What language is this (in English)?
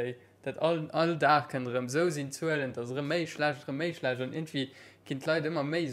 Luxembourgish